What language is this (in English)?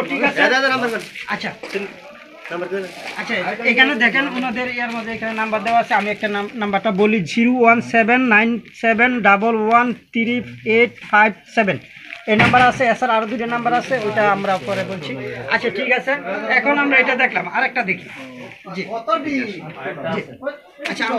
Bangla